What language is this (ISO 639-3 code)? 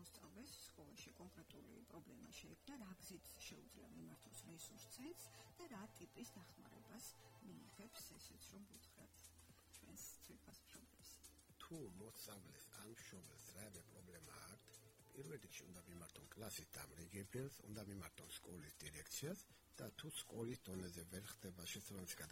kat